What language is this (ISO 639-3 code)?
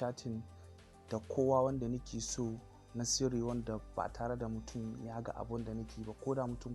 hau